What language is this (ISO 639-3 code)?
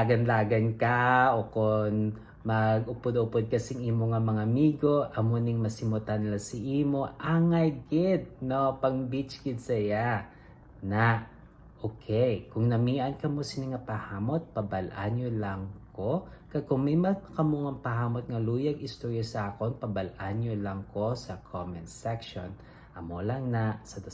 hil